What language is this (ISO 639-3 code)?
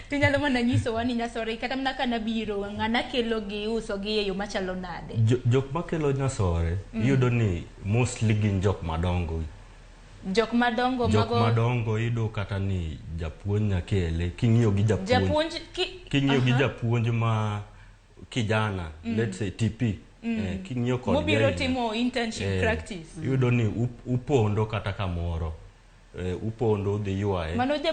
luo